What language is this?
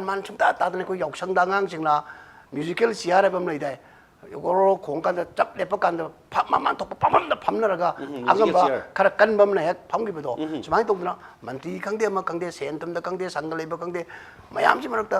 Manipuri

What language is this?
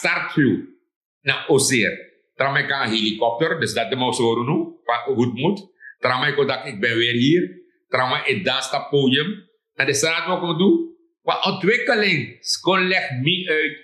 Sranan Tongo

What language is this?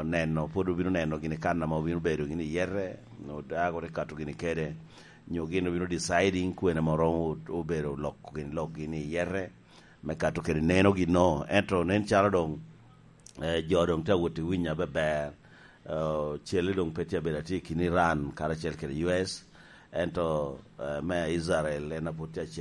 Lango (Uganda)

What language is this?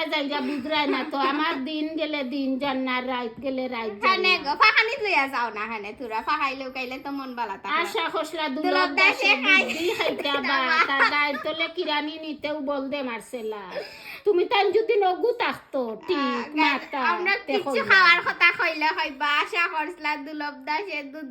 Sylheti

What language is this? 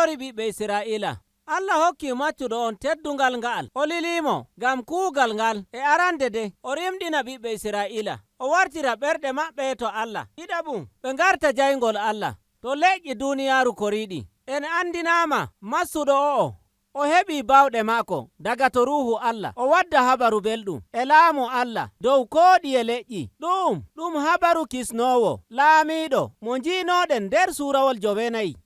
Nigerian Fulfulde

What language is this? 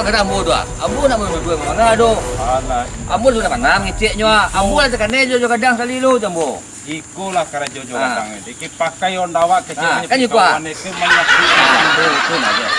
Minangkabau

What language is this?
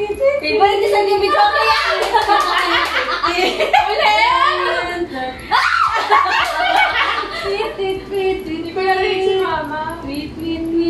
Filipino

